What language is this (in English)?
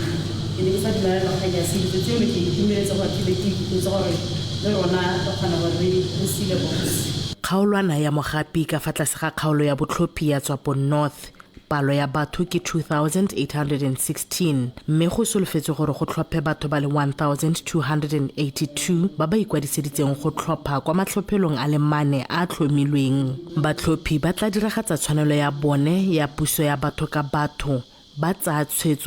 Tswana